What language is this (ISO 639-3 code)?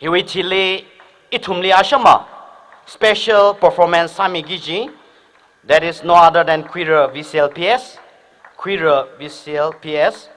nmf